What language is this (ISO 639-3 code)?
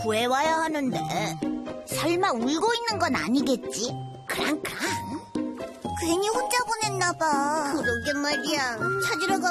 kor